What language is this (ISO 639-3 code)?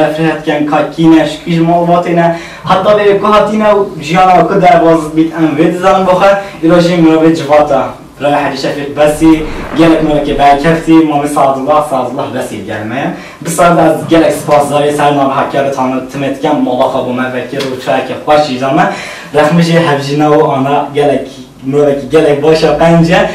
kur